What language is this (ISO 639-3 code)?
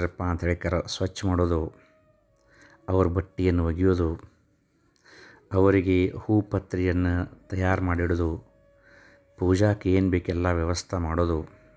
kan